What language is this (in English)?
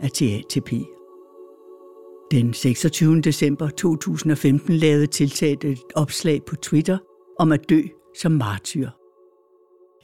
Danish